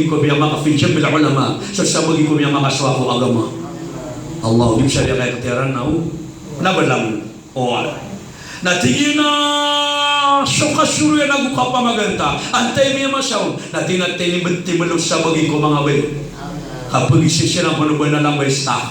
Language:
Maranao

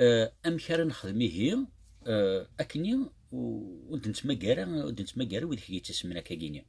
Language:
Kabyle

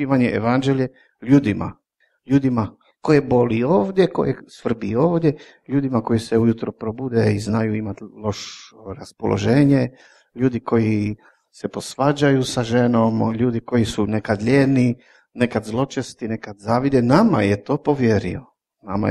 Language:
Croatian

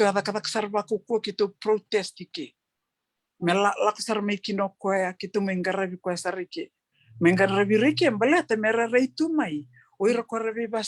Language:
Fijian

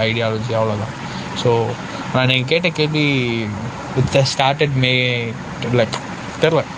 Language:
Tamil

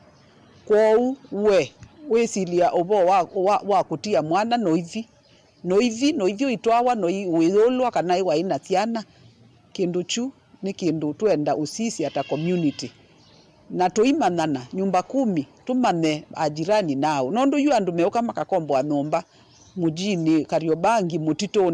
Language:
Kamba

